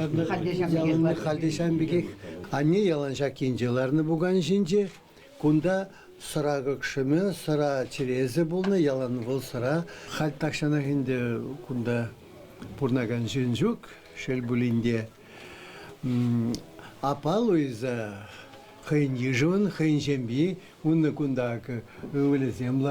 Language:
Chuvash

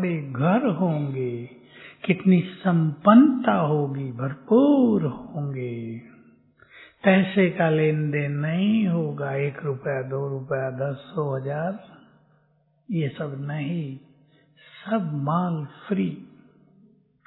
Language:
Hindi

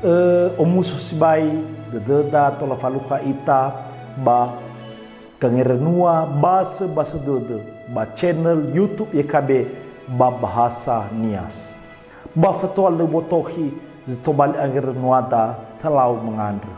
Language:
Nias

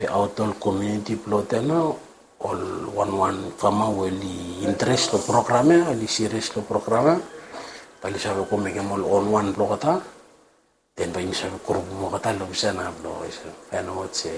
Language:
Bislama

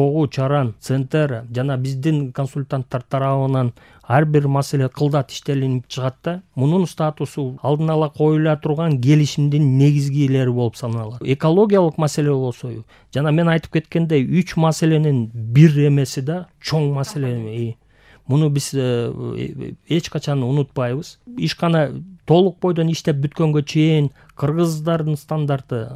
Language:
Kyrgyz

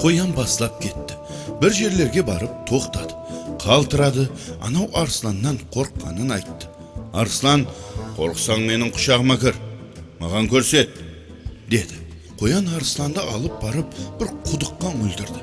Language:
Kara-Kalpak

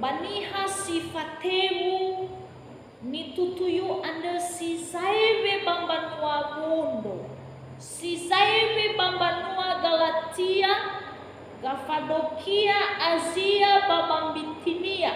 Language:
Nias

